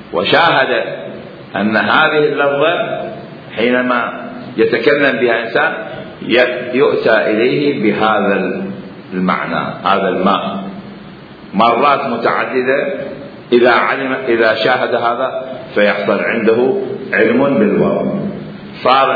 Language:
Mesopotamian Arabic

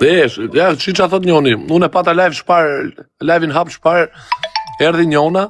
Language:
Albanian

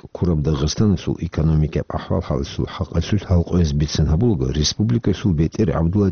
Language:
Avaric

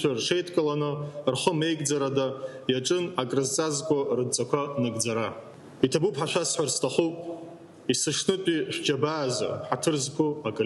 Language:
Abkhazian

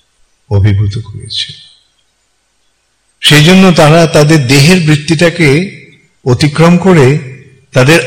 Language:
Bangla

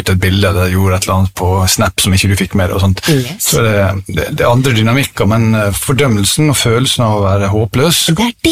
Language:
Norwegian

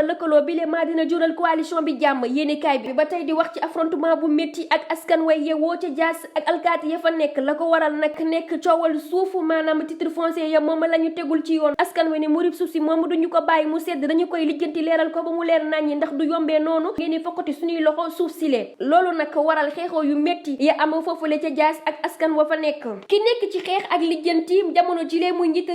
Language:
Wolof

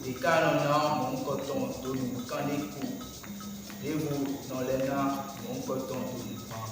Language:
Fon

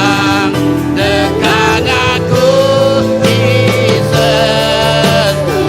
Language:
Iban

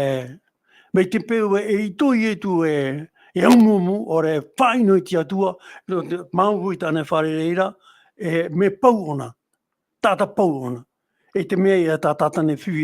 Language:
Tahitian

